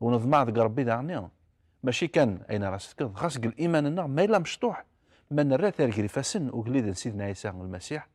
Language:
Kabyle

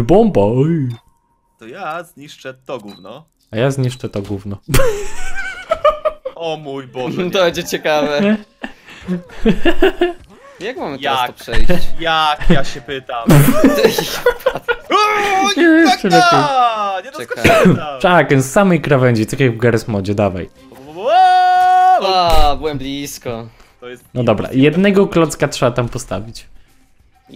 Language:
Polish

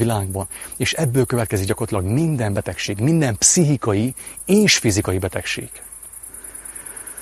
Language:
Hungarian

